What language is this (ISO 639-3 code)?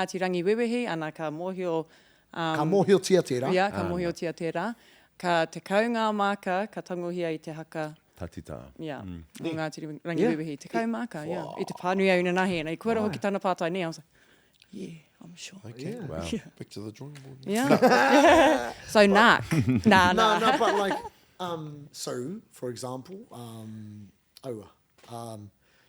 mri